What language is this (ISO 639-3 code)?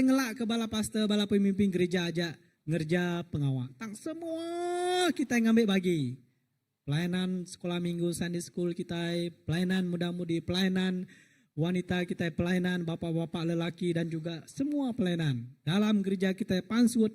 iba